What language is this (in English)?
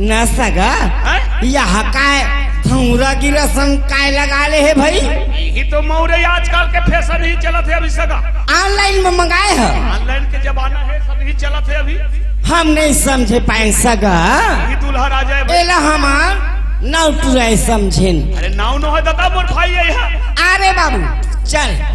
Chhattisgarhi